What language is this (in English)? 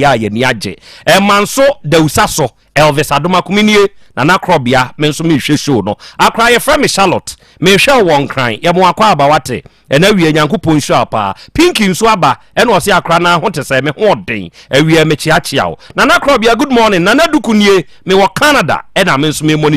Akan